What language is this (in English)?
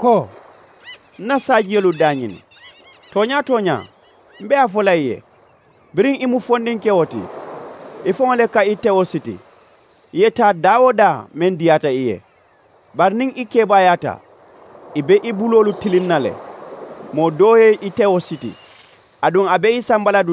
Mandingo